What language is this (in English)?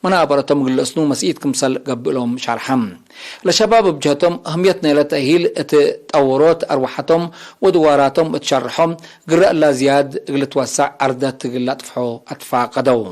Tigre